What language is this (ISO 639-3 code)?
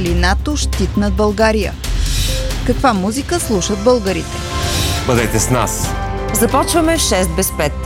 bul